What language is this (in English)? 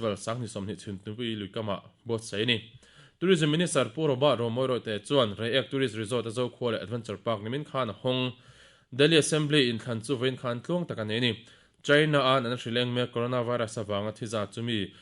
Mizo